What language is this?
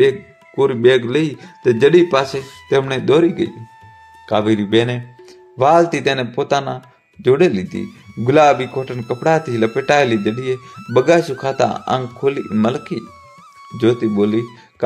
Gujarati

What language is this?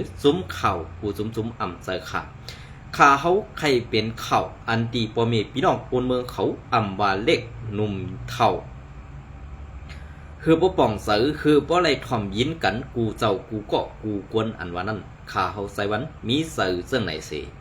Shan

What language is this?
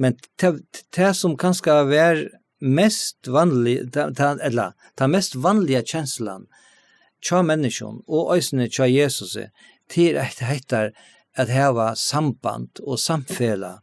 Faroese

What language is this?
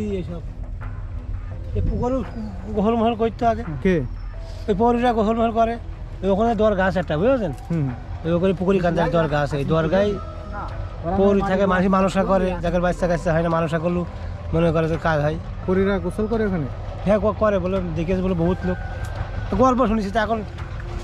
Bangla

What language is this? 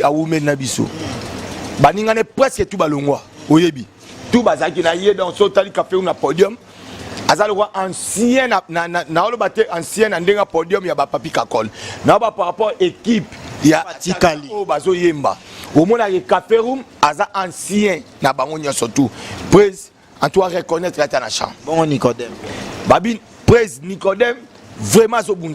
Lingala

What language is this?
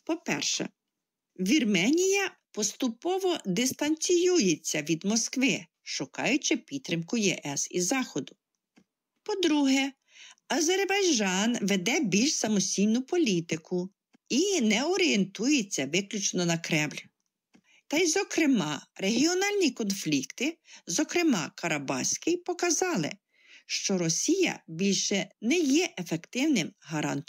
Ukrainian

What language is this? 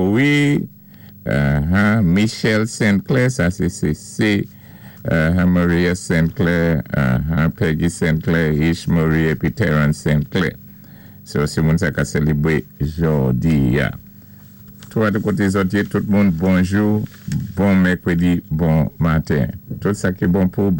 Saint Lucian Creole French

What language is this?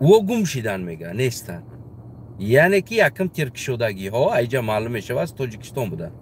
Tajik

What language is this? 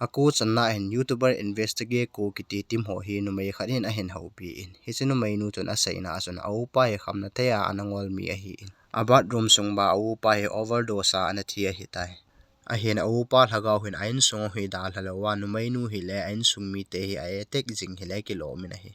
Thado Chin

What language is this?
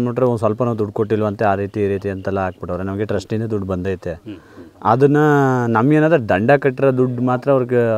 Kannada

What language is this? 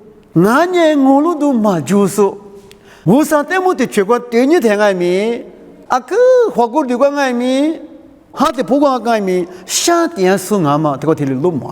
Lisu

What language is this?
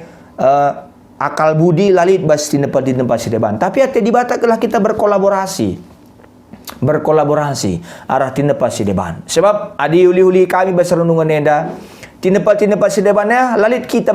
Batak Karo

